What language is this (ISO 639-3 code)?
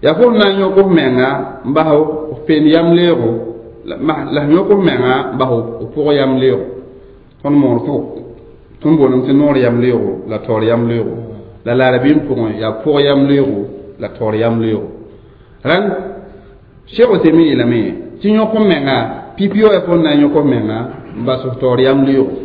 mos